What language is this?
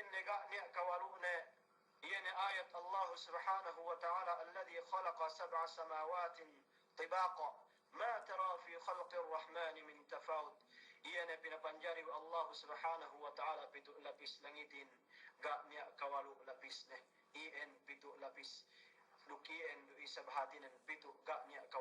Yakan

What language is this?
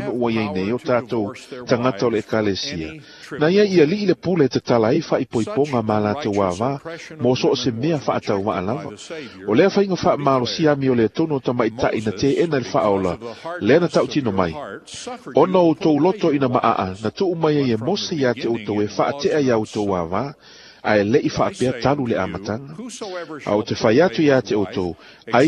Samoan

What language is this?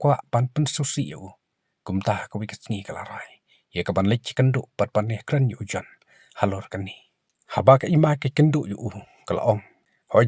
Khasi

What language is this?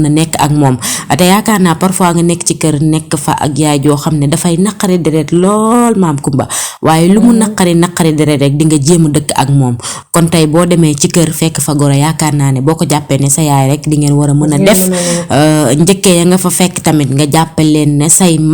Wolof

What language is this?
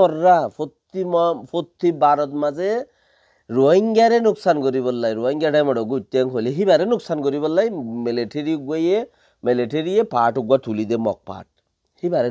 Rohingya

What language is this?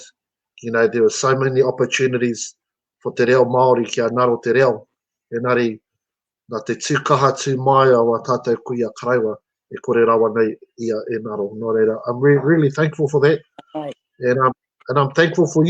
Māori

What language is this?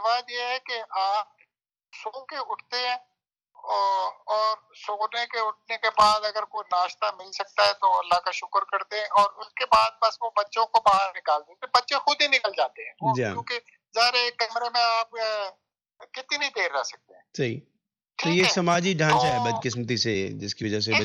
Urdu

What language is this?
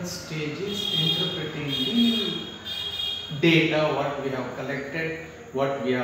Kannada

